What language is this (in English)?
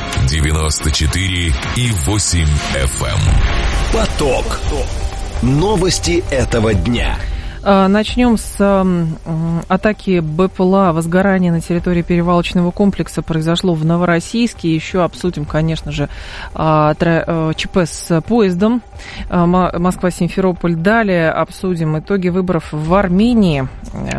Russian